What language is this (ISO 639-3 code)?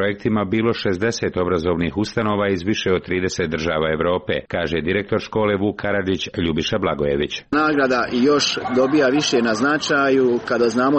srp